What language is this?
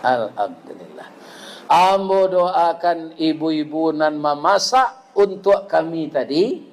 Minangkabau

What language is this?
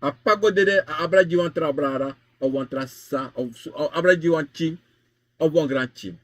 Sranan Tongo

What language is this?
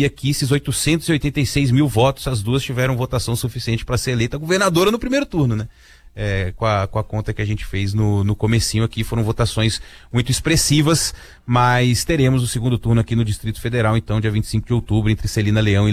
Portuguese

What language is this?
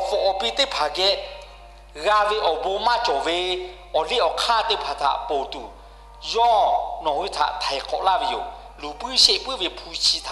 Lahu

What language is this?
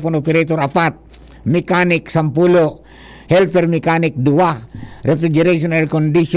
Bikol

